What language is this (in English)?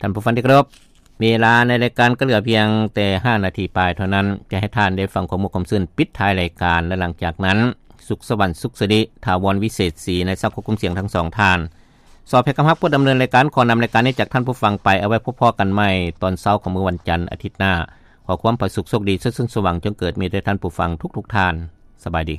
Lao